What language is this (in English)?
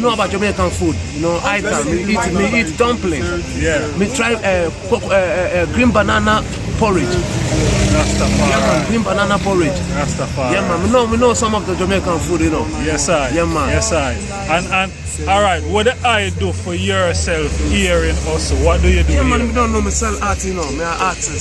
Jamaican Creole English